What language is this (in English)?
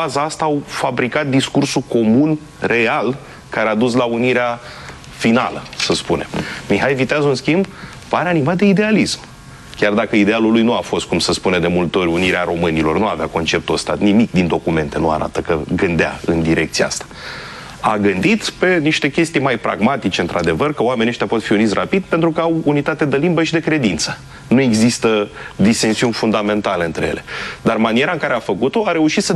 Romanian